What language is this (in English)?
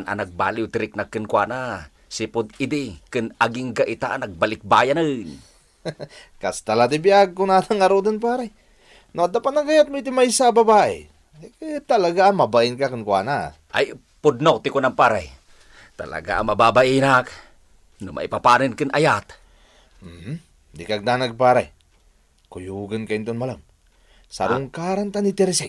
Iloko